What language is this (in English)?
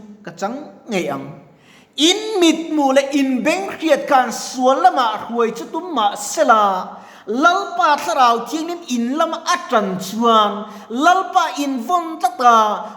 Mizo